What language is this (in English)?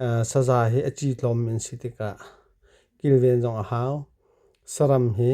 Hakha Chin